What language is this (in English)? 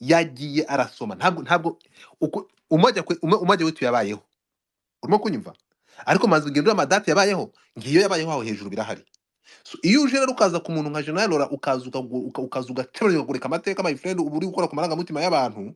Kinyarwanda